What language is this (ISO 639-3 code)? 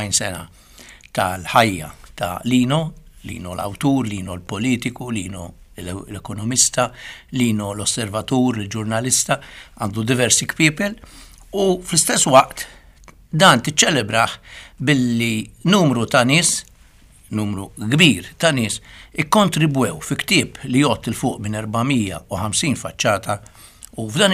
mlt